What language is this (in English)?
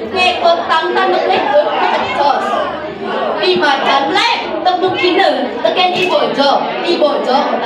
Balinese